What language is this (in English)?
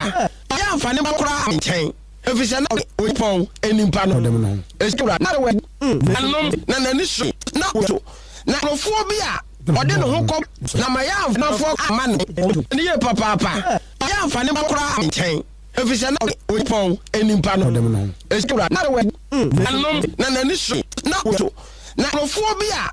Akan